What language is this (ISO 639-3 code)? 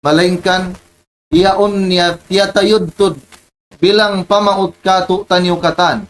tsg